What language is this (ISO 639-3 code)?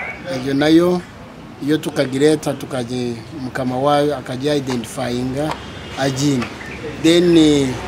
nyn